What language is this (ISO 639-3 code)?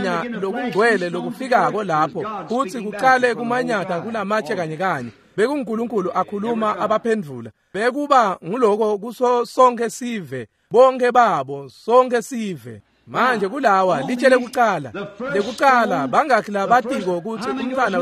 ssw